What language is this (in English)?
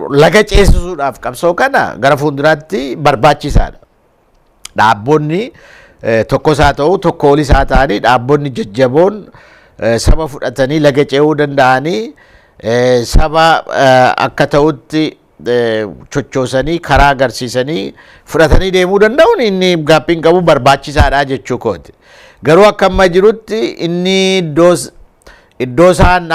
Oromo